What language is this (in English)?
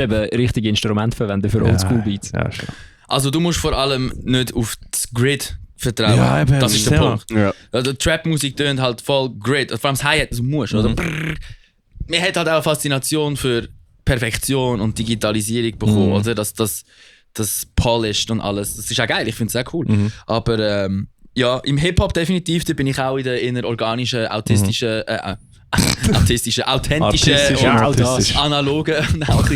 Swiss German